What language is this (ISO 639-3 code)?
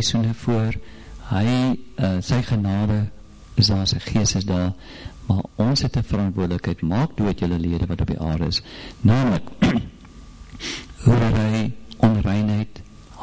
afr